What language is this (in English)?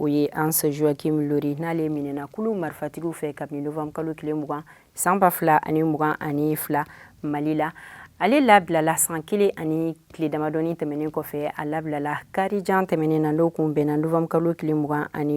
Bambara